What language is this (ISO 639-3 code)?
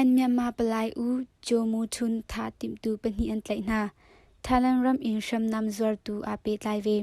cnh